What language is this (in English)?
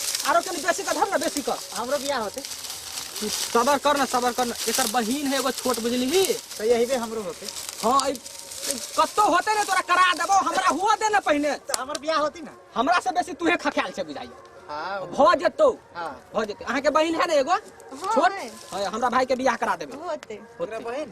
Maithili